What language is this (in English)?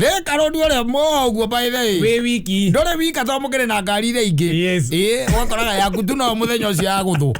Kikuyu